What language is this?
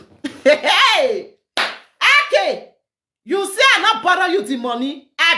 Nigerian Pidgin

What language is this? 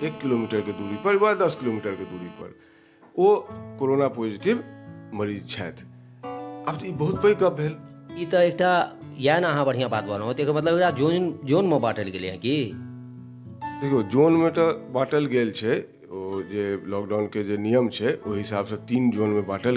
Maithili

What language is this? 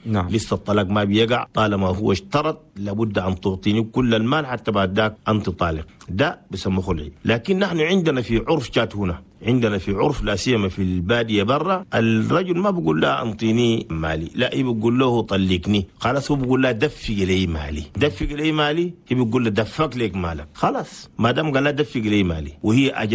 Chadian Arabic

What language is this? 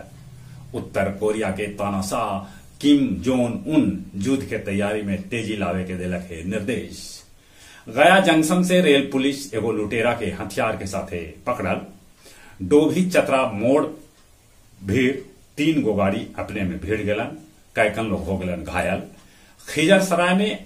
Magahi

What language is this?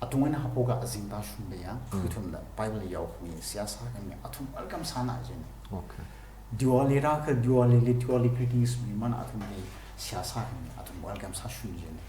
Tangkhul Naga (India)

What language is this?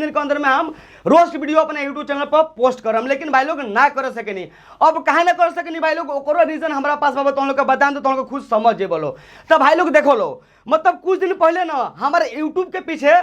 Bhojpuri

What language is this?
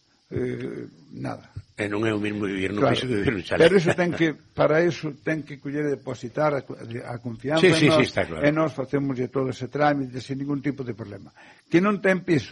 Galician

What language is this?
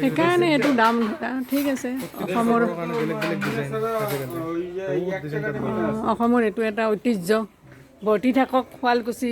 Assamese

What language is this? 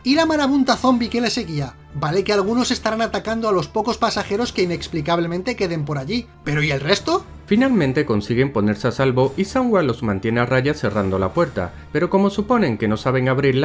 Spanish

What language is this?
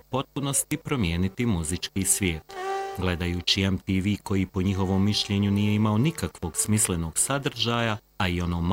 Bosnian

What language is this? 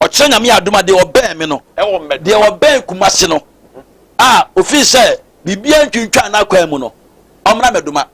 Akan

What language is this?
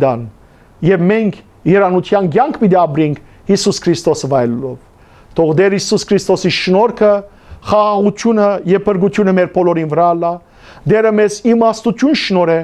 Western Armenian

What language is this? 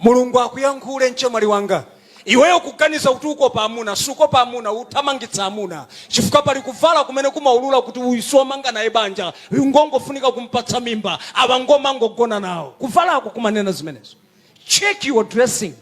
Nyanja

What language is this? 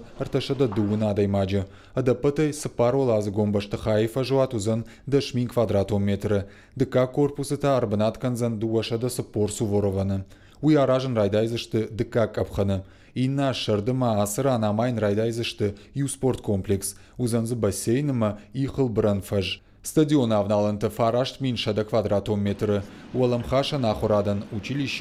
Ossetic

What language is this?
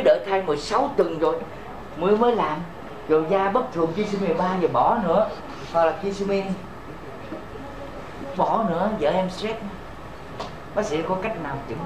Vietnamese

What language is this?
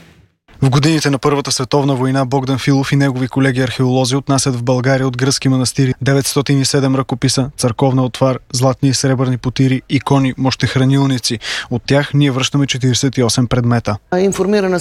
Bulgarian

